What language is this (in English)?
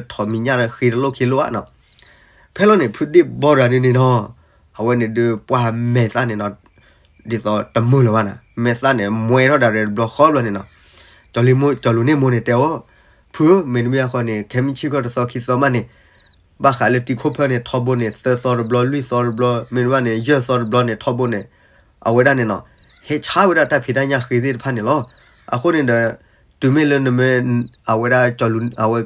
S'gaw Karen